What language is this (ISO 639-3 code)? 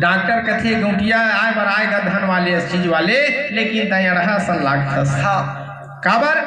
hne